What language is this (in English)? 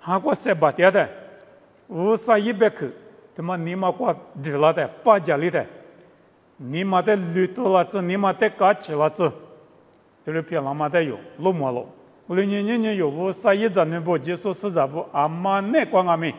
Lisu